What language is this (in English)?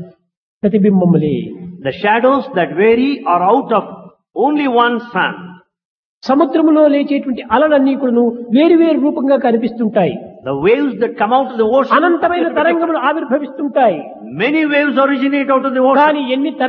Telugu